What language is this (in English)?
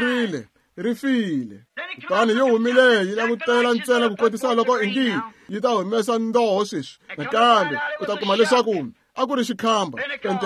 Tsonga